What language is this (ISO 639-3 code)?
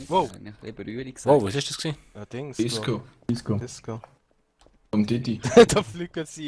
gsw